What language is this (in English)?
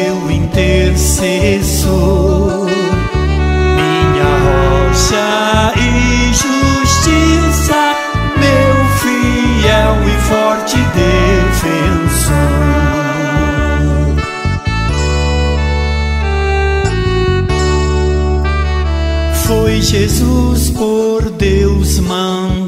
Portuguese